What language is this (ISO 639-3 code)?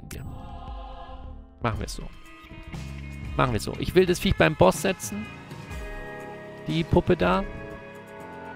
deu